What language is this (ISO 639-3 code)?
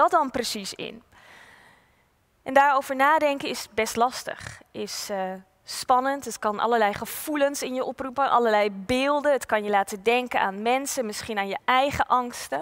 nld